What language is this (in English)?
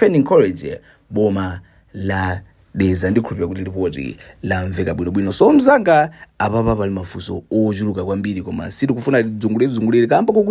Nyanja